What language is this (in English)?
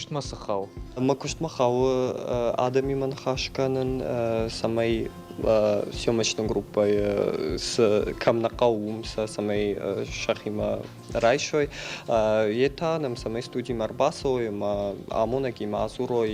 Ossetic